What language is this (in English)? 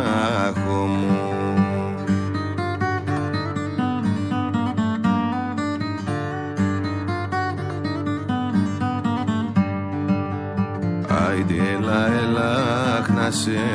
Greek